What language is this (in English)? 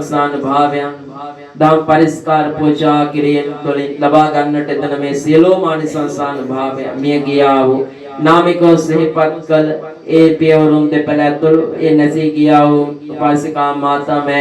Sinhala